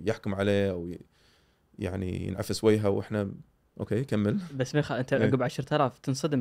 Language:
Gulf Arabic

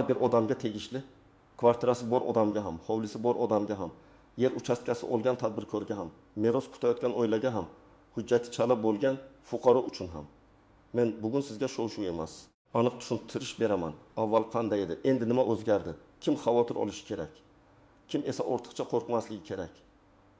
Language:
Uzbek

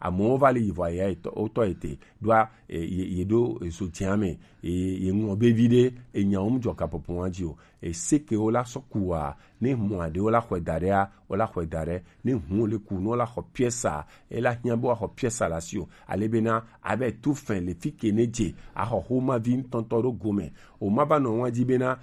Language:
Gen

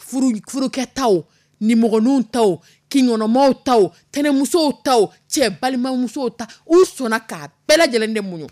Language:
Dyula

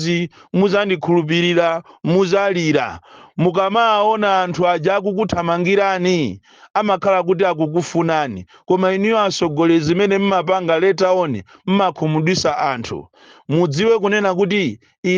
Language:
Nyanja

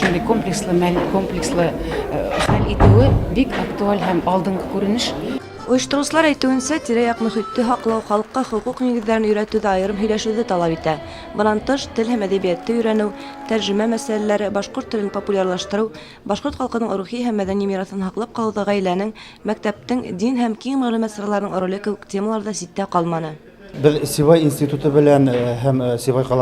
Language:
Bashkir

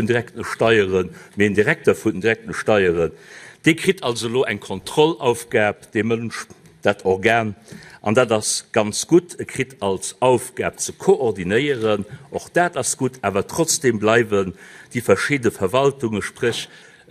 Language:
Luxembourgish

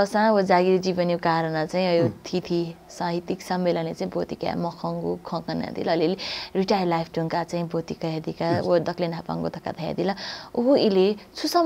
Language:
Newari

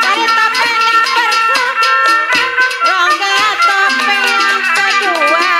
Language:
Betawi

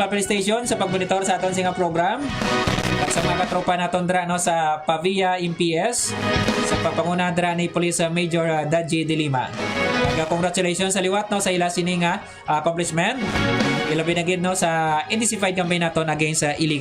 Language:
Hiligaynon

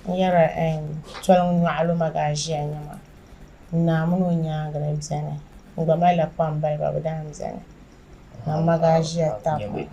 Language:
Dagbani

